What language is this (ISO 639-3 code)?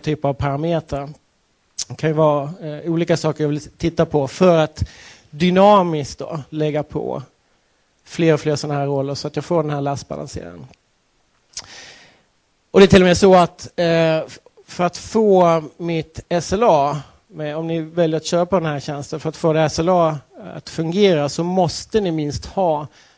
swe